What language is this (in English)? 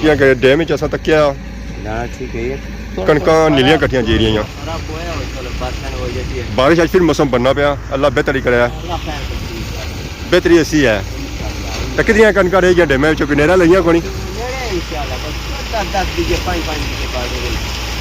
Pahari-Potwari